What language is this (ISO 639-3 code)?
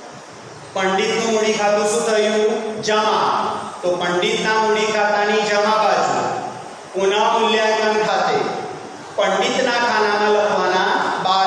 guj